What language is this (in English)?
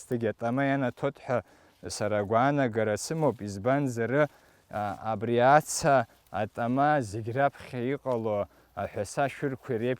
Abkhazian